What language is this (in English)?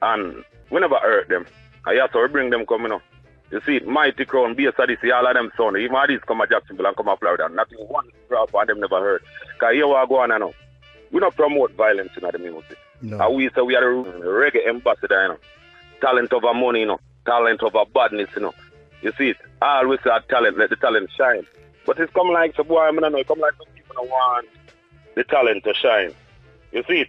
Jamaican Creole English